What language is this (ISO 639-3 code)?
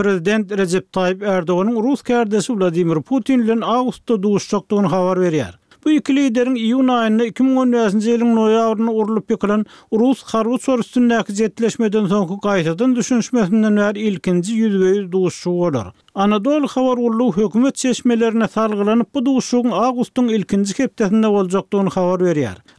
tuk